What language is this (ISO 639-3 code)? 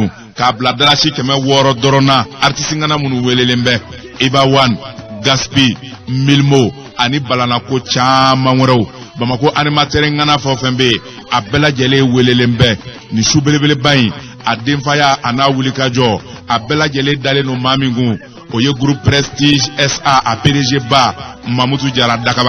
bam